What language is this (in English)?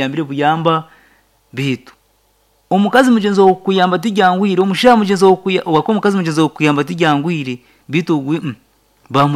Nyankole